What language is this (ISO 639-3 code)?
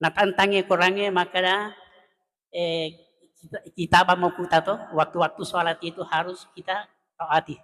bug